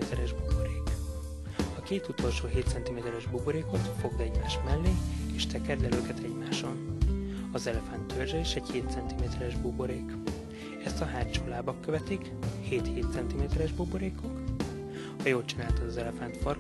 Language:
Hungarian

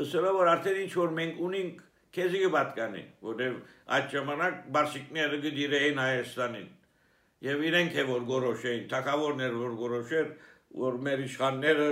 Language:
Armenian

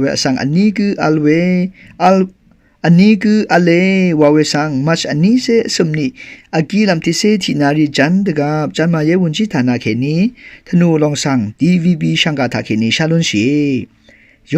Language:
Rawang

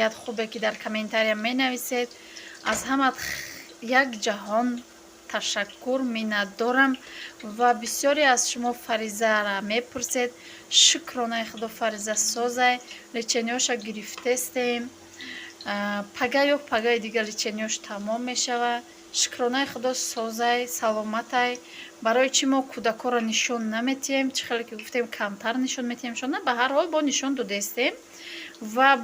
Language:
Tajik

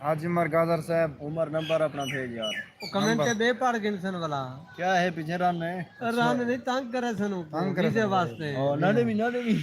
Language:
Saraiki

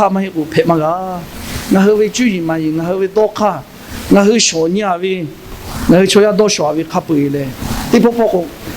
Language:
Lahu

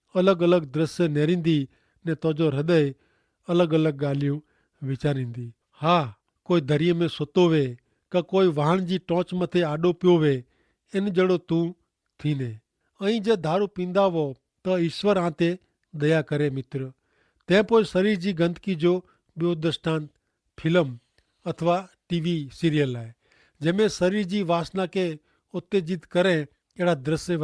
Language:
Kachhi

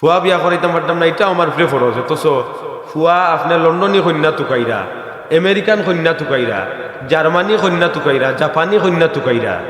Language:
Sylheti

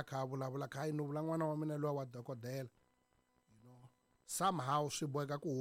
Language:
Tsonga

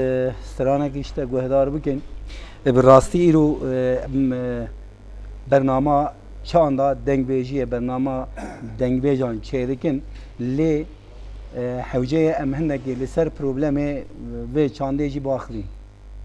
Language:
Kurdish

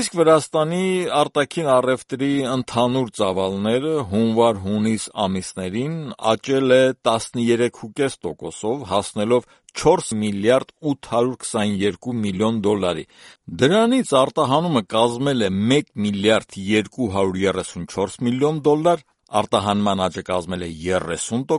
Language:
Armenian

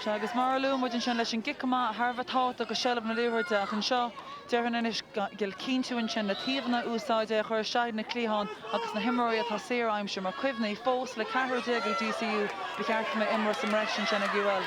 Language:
Irish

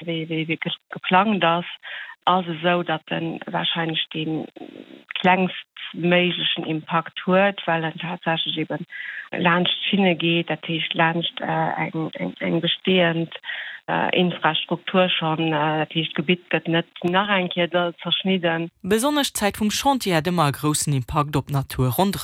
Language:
Luxembourgish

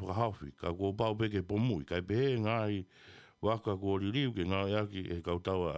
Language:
Tongan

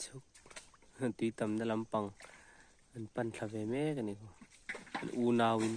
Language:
Mizo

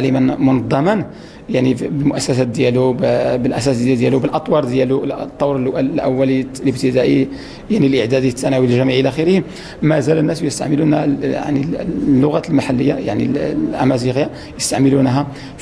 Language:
Moroccan Arabic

